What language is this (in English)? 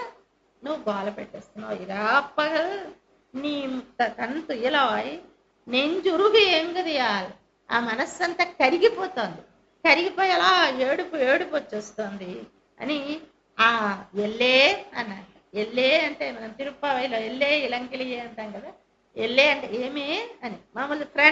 Telugu